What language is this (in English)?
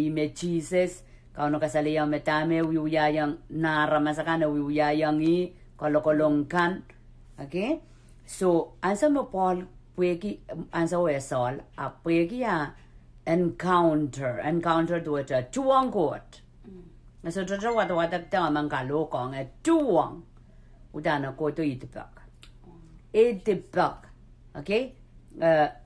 Pohnpeian